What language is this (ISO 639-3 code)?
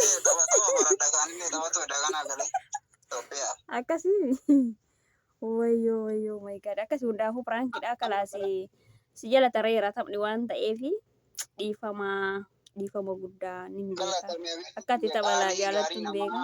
orm